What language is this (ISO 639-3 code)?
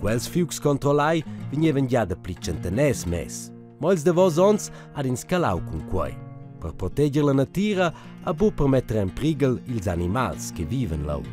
roh